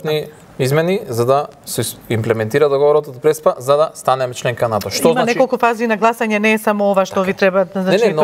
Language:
Macedonian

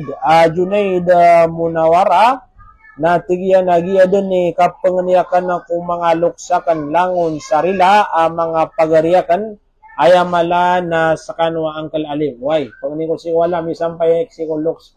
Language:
Maranao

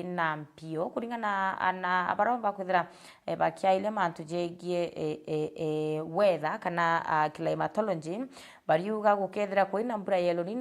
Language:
Meru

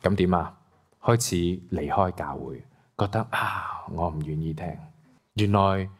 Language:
Cantonese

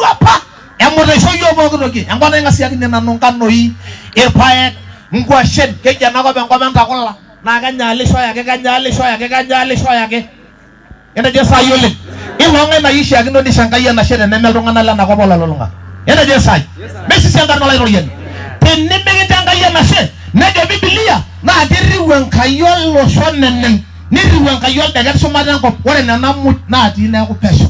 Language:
Masai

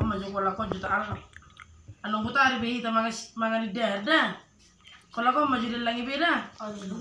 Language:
Batak Toba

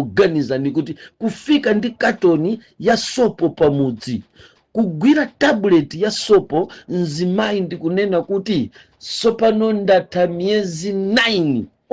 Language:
Nyanja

